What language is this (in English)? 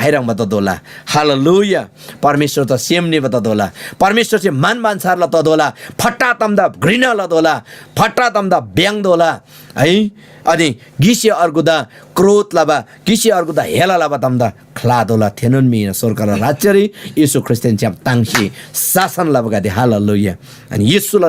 Eastern Tamang